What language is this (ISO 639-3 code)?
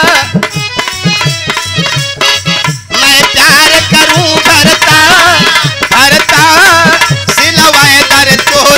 bho